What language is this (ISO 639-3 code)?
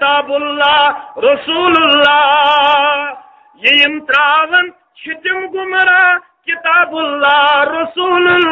kas